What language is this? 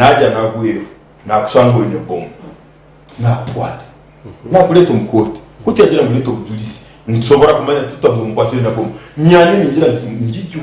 Nyankole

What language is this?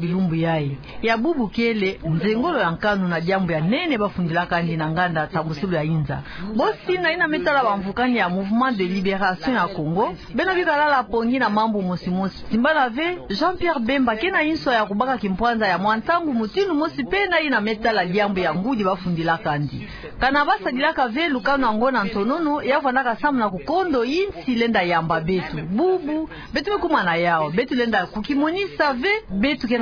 Kituba (Democratic Republic of Congo)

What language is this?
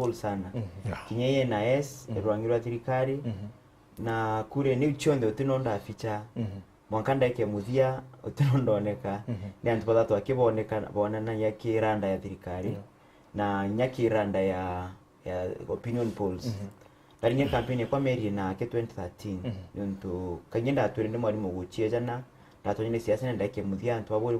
Meru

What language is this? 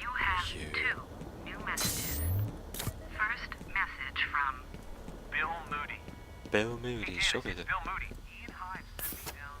Swiss German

